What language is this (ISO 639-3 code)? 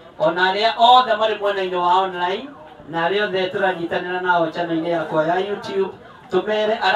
kik